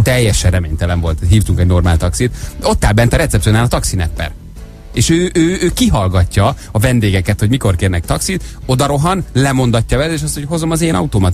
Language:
Hungarian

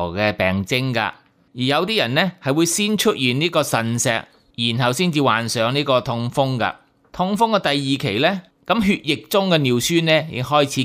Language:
Cantonese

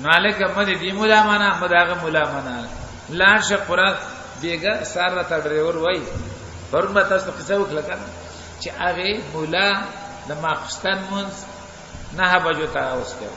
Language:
Pashto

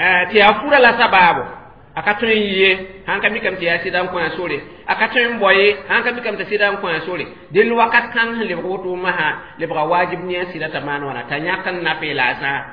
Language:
Mossi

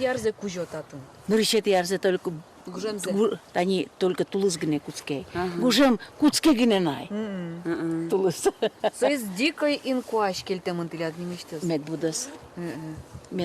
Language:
Udmurt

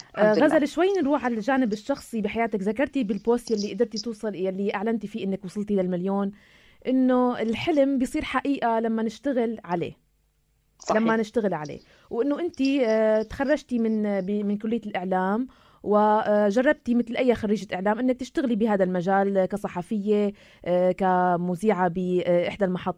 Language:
North Levantine Arabic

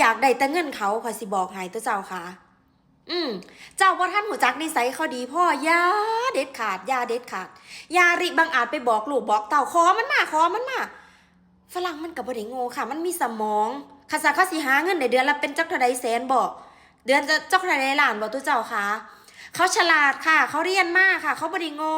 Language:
Northeastern Thai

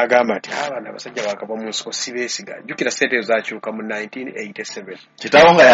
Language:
Ganda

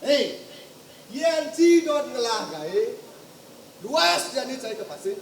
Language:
Balinese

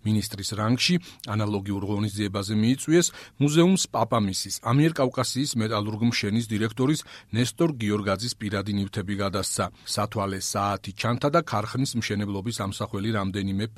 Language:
Georgian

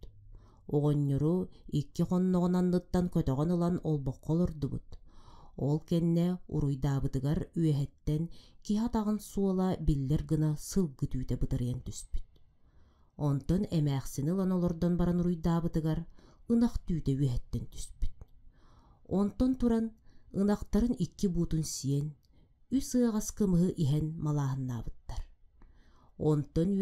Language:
Yakut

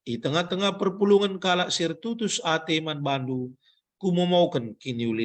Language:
Batak Karo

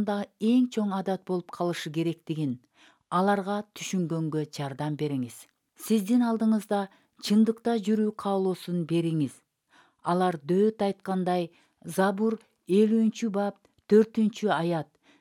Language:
Kyrgyz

